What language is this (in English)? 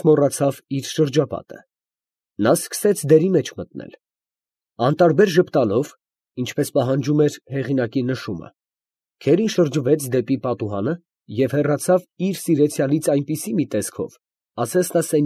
Armenian